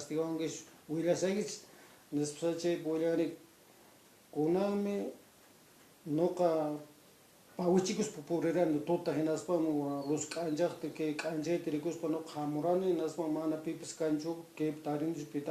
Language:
Quechua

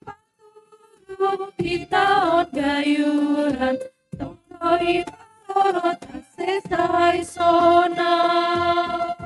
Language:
Batak Simalungun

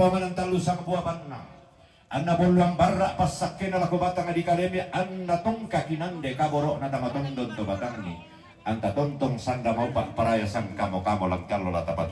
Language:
Toraja-Sa'dan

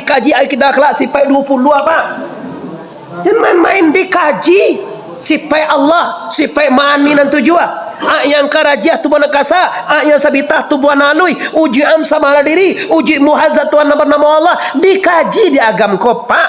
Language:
Minangkabau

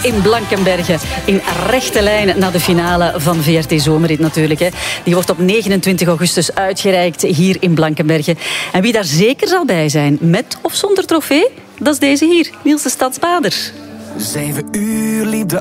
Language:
Dutch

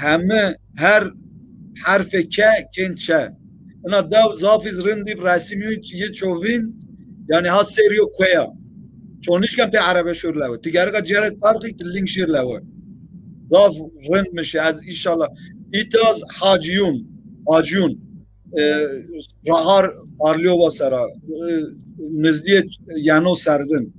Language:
Zaza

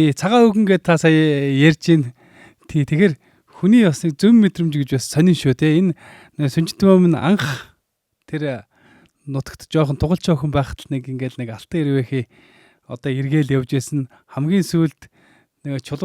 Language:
Mongolian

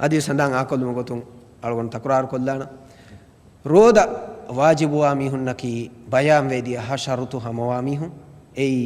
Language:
Divehi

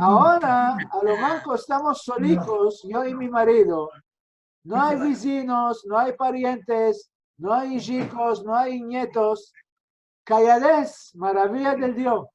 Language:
Ladino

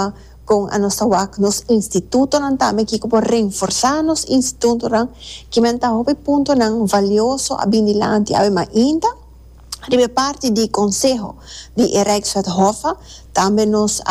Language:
Papiamento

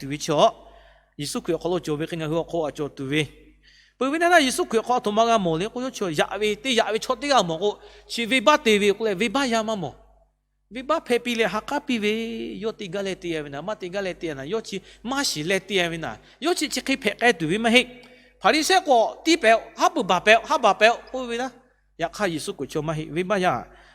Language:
Lahu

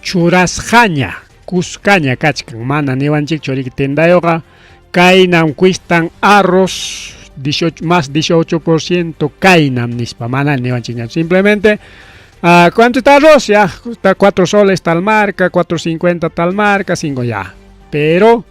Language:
Ayacucho Quechua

